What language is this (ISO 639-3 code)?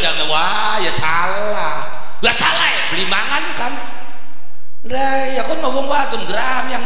jav